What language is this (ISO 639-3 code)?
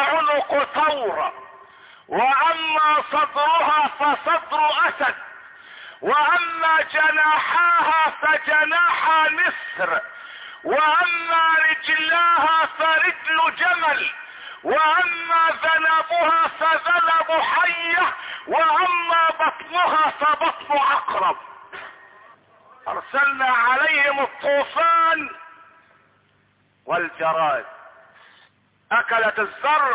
ara